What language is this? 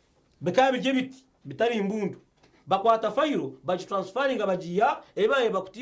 Nyankole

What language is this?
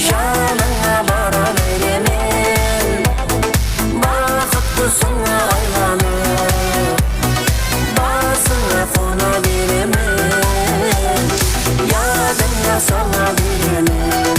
Kara-Kalpak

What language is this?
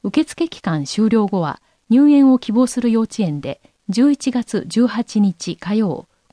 Japanese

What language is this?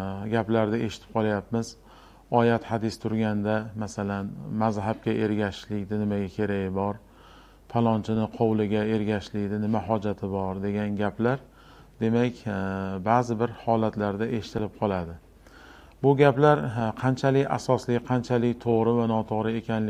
Uzbek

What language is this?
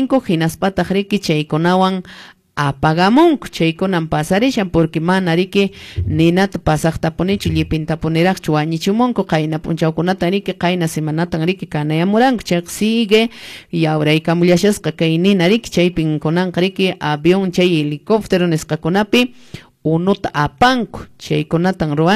Quechua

